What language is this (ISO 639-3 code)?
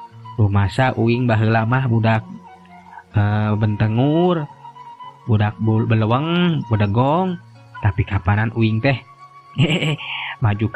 sun